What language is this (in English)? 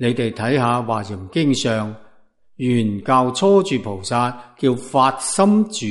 Cantonese